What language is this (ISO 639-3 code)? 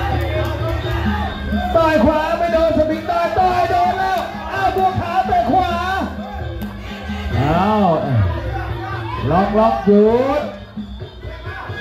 tha